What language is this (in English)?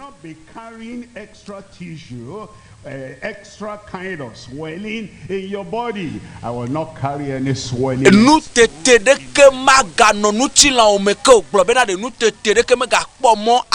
Ewe